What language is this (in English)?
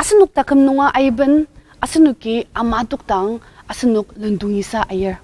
Ao Naga